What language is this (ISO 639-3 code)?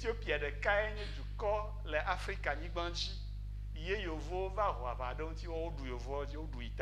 ewe